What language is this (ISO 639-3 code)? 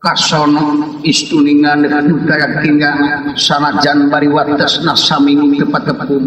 sun